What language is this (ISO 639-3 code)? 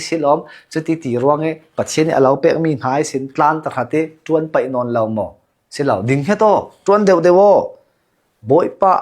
cnh